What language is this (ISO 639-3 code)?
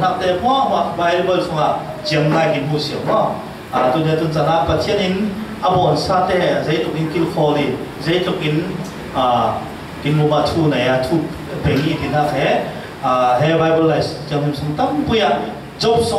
cfm